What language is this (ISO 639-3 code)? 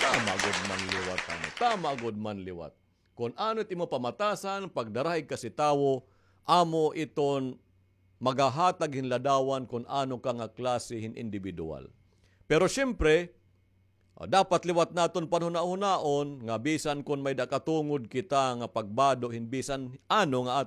war